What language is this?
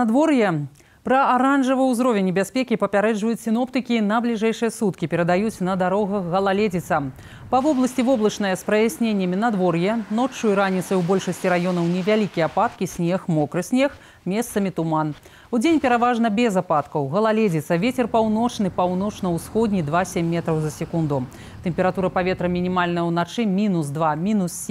Belarusian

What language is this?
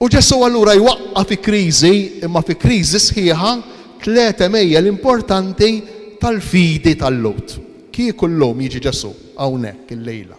Maltese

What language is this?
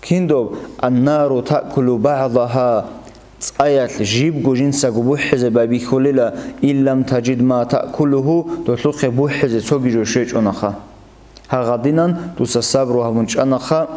Avaric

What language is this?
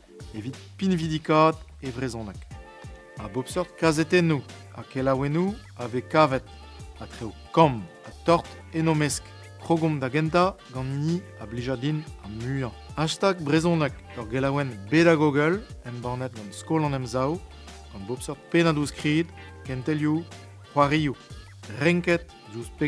Breton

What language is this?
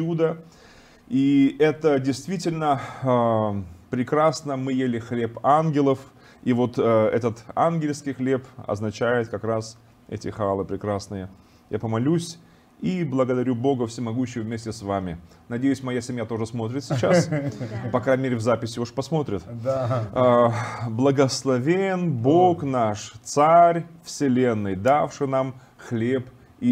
Russian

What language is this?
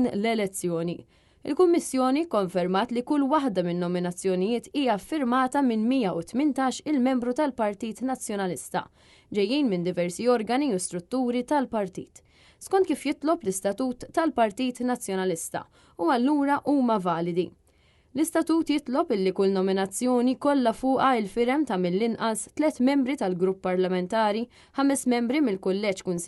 Maltese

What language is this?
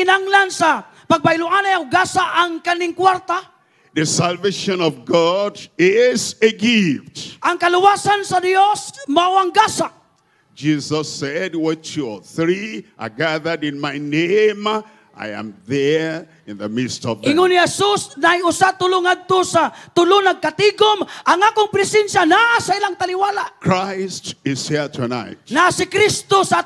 Cebuano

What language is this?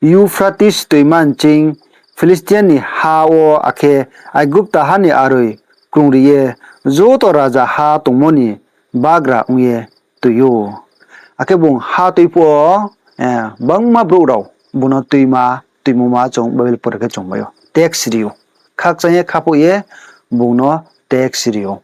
Riang (India)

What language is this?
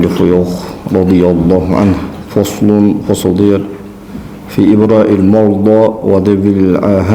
Ingush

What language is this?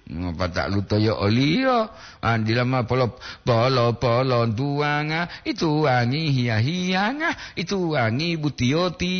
Gorontalo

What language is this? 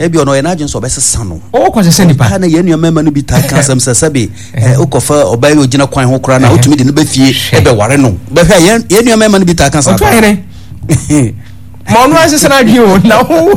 Akan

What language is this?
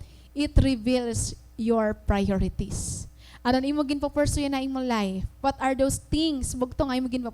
Waray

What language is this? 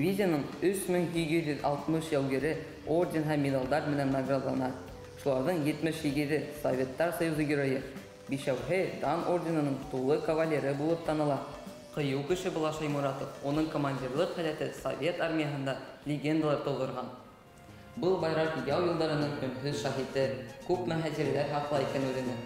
Bashkir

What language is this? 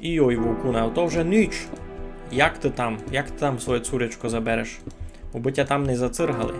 Rusyn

